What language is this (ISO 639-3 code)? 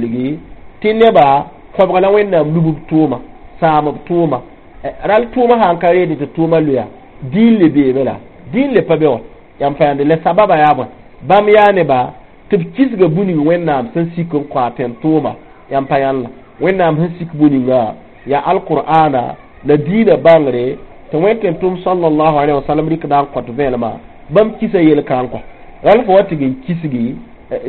mos